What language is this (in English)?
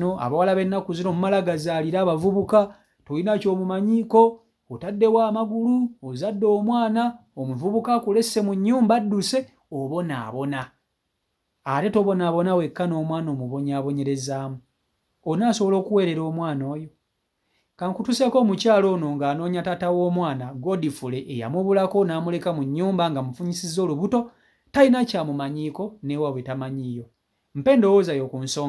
Ganda